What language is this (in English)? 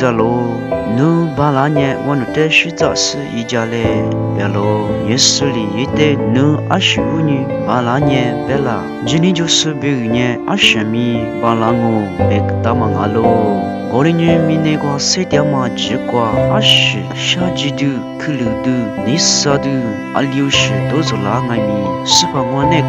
Lisu